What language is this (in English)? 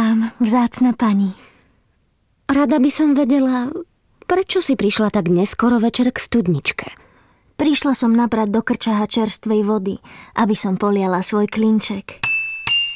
Slovak